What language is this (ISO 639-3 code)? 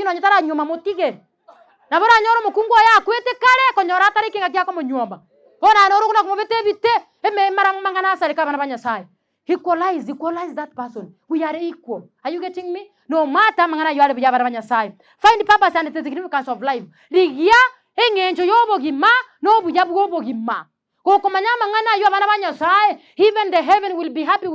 guz